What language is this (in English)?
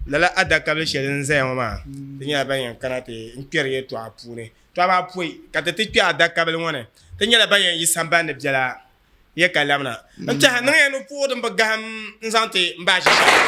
Dagbani